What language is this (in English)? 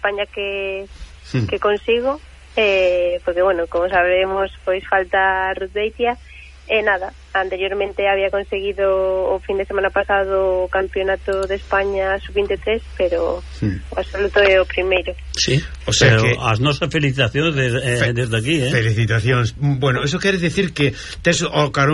Galician